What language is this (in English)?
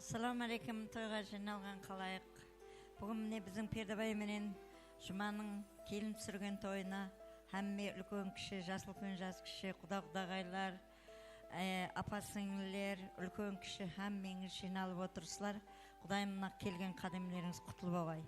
Kara-Kalpak